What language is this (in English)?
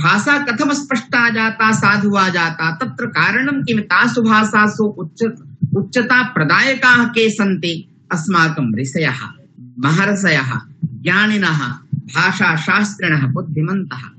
Sanskrit